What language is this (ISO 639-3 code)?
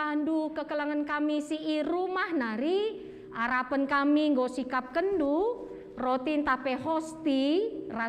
btx